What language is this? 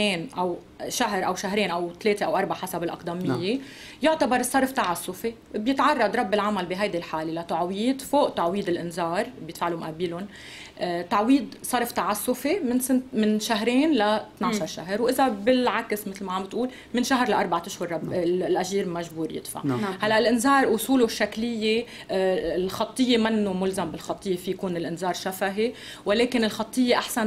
North Levantine Arabic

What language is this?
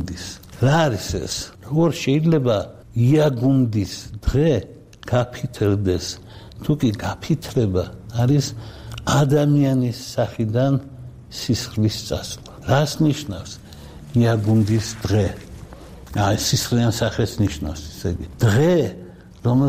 Georgian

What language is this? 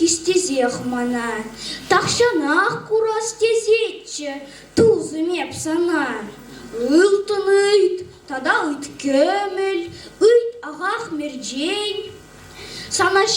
Chuvash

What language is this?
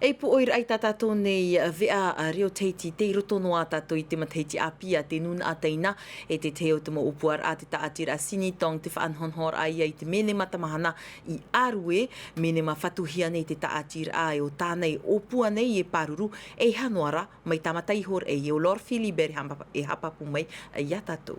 Tahitian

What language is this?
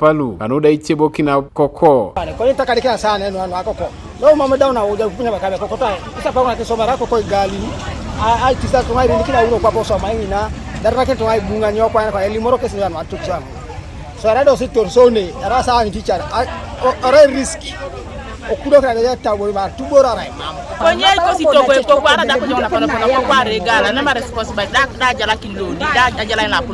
Teso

